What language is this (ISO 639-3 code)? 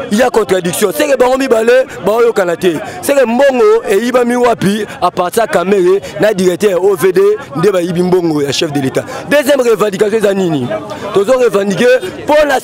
lin